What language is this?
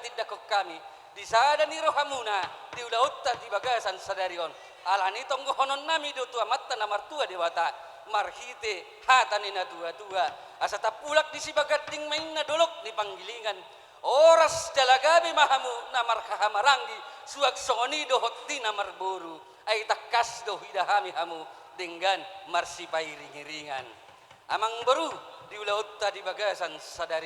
Batak Toba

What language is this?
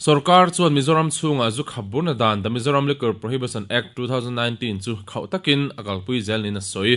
Mizo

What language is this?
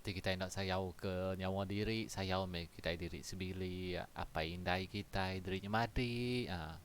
Iban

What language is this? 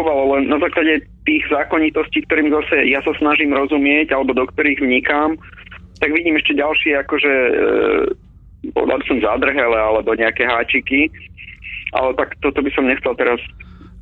Slovak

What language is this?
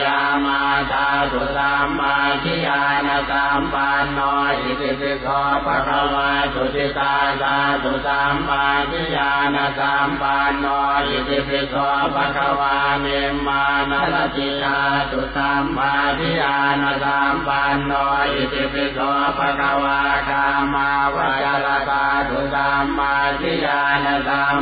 Pali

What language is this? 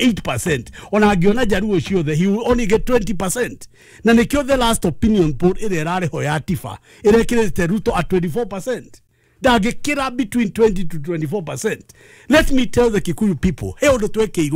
Kikuyu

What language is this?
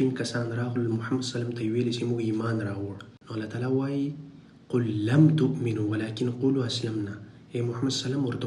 Pashto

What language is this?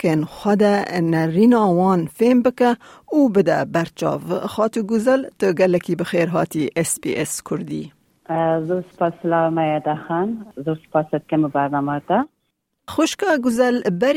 Kurdish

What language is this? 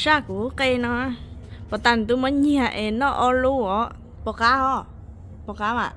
Hmong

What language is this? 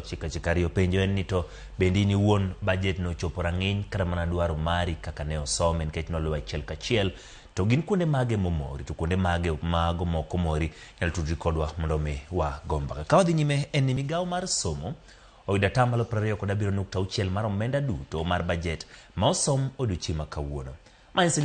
Luo (Kenya and Tanzania)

